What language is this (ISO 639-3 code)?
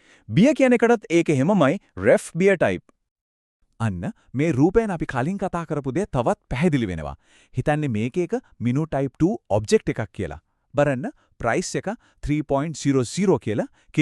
sin